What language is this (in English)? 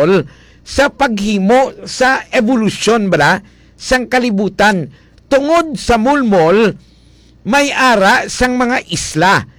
Hiligaynon